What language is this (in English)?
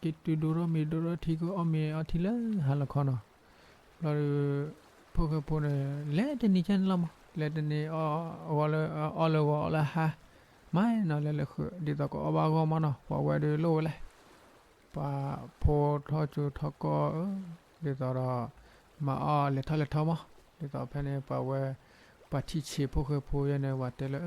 S'gaw Karen